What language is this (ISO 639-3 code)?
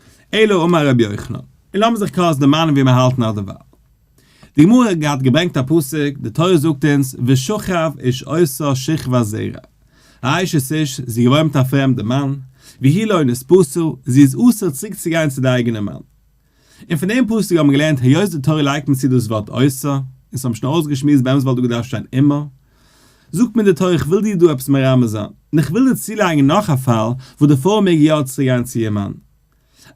yid